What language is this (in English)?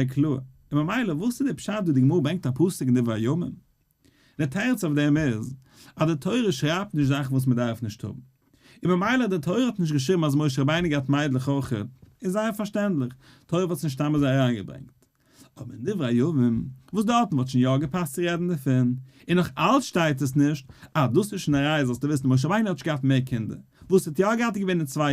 Yiddish